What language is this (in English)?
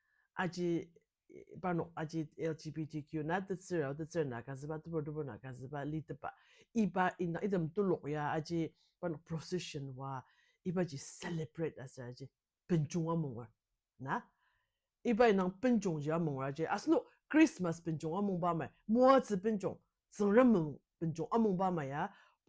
Ao Naga